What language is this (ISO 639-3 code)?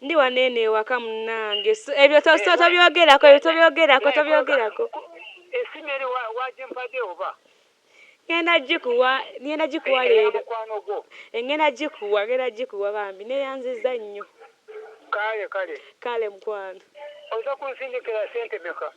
lug